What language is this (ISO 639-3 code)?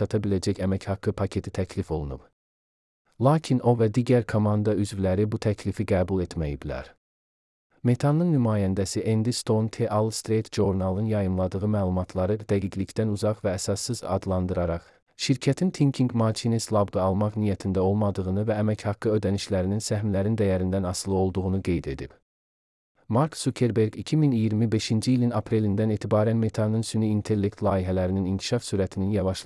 aze